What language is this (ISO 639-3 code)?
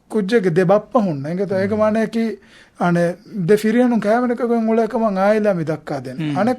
div